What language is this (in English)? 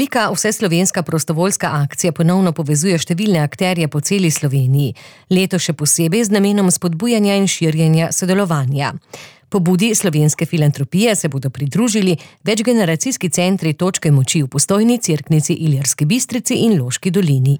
Slovenian